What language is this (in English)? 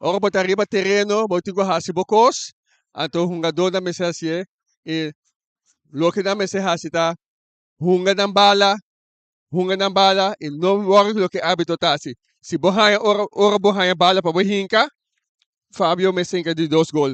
Papiamento